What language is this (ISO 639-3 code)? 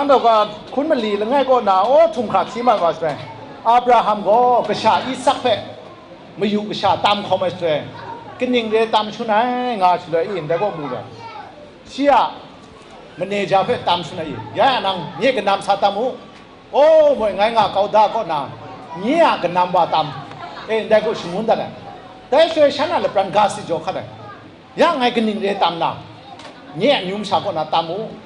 kac